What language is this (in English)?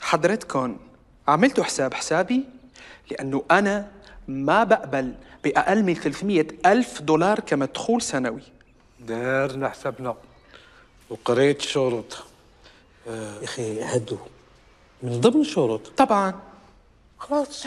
Algerian Arabic